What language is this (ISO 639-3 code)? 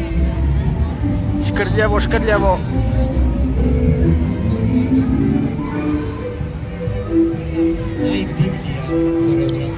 hrv